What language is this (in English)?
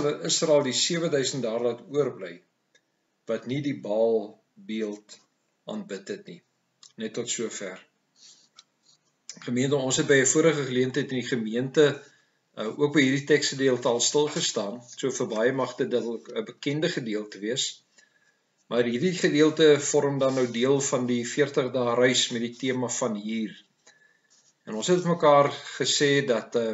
Afrikaans